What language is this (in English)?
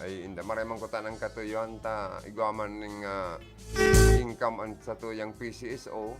Bikol